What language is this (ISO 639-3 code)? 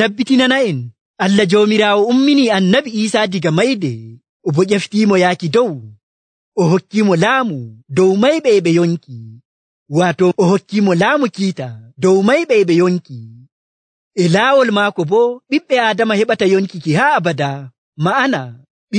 fuv